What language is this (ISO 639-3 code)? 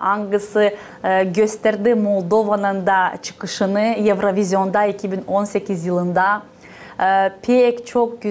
gag